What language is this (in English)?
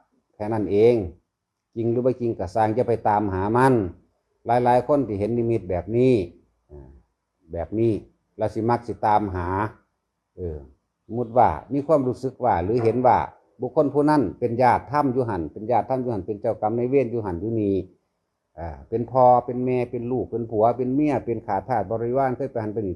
Northeastern Thai